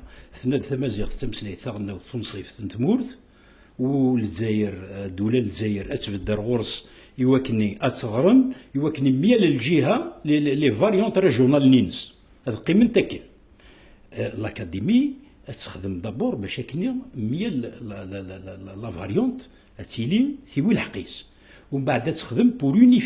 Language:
Kabyle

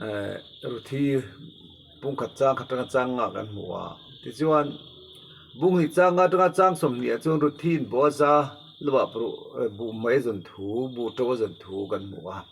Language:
Mizo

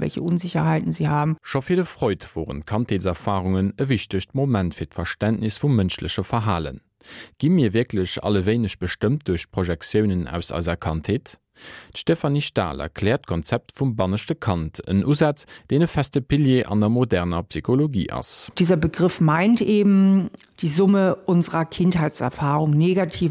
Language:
Luxembourgish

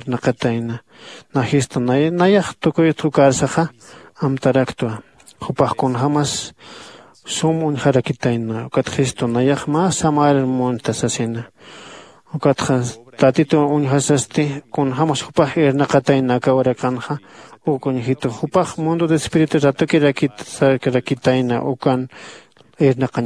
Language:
Aymara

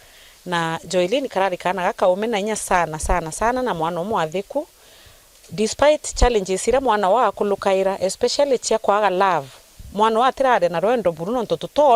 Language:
Meru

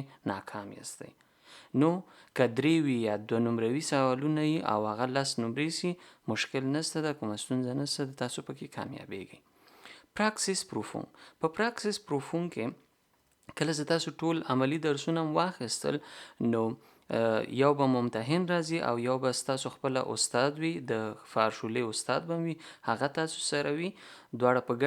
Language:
Pashto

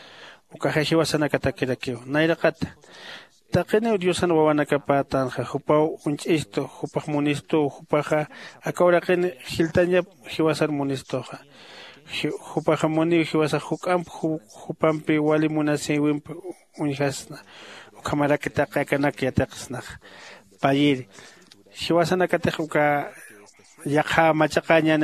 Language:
Aymara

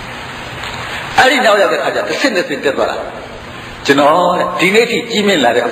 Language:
Burmese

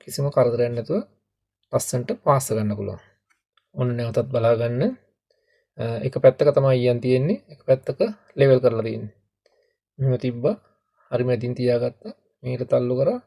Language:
Sinhala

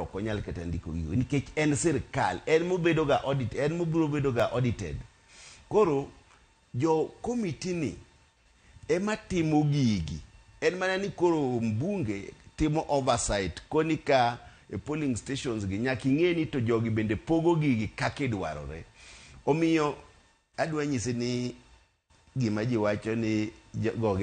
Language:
Luo (Kenya and Tanzania)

